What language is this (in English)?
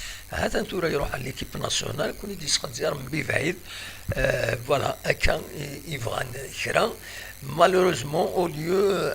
Kabyle